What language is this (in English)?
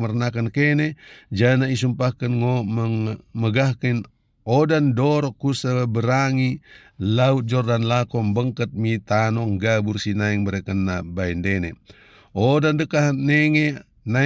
Batak Dairi